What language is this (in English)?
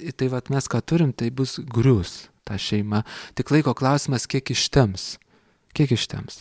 Lithuanian